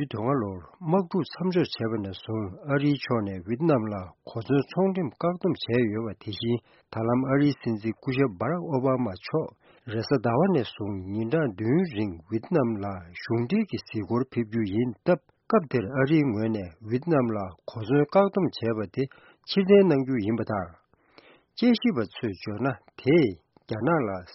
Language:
Tibetan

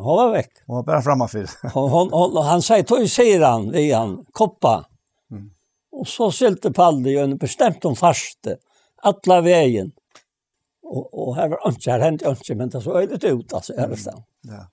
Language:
Faroese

